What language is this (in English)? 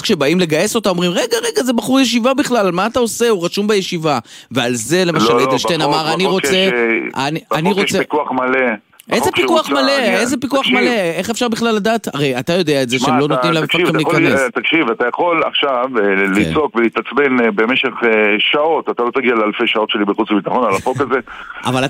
Hebrew